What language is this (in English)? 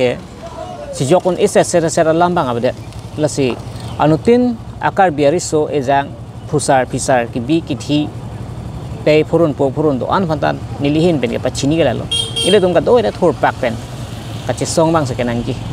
Karbi